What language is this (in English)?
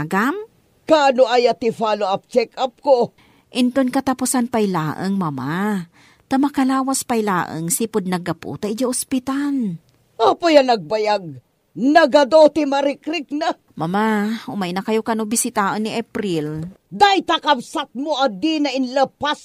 Iloko